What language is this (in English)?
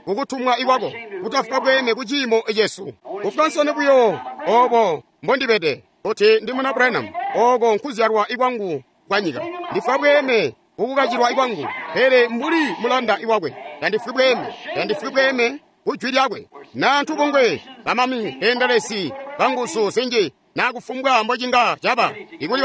Tonga (Zambia)